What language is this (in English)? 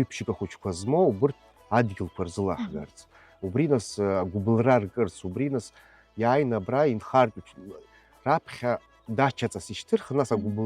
Abkhazian